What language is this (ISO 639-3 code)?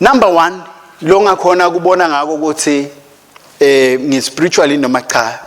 ssw